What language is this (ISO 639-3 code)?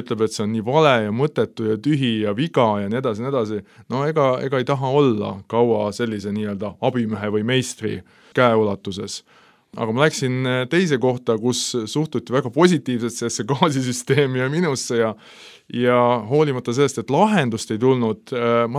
est